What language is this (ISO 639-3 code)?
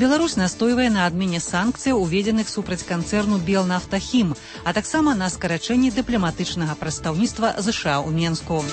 bel